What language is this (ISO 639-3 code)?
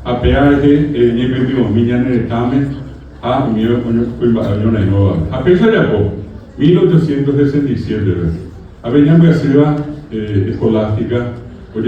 grn